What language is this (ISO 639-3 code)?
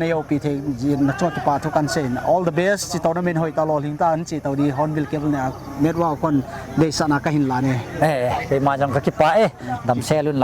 pck